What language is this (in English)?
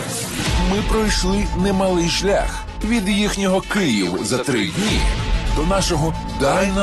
Ukrainian